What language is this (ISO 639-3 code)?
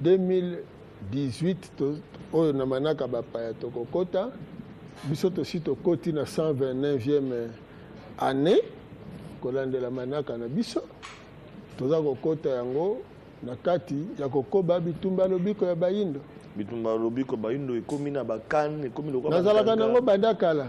lin